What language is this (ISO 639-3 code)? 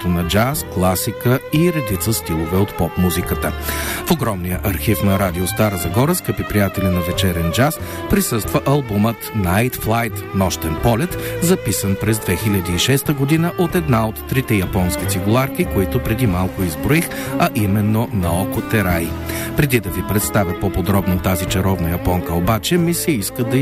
bul